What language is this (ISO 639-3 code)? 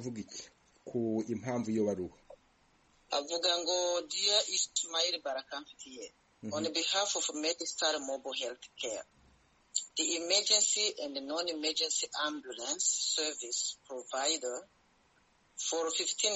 kin